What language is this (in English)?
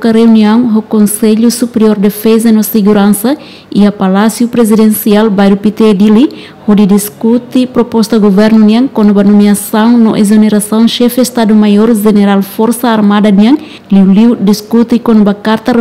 Tetum